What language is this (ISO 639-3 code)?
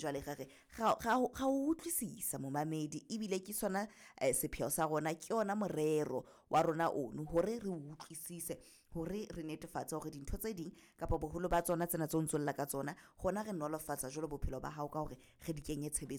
sot